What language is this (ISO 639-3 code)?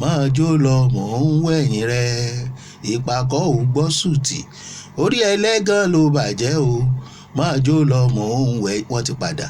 yor